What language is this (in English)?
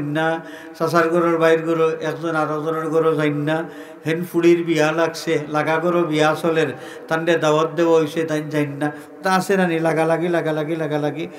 Sylheti